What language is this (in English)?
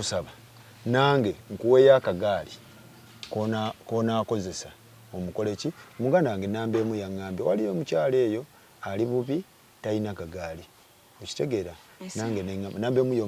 Ganda